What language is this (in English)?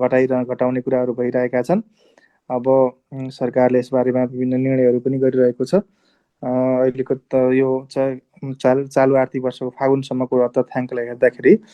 Nepali